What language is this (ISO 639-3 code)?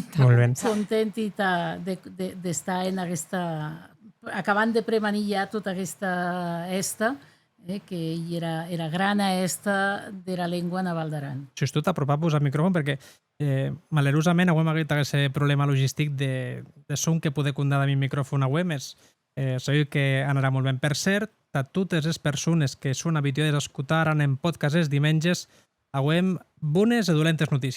oci